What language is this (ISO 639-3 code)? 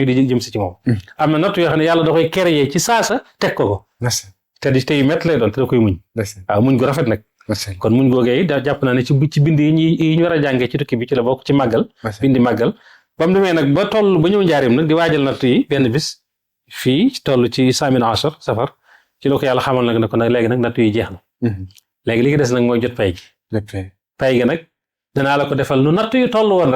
wol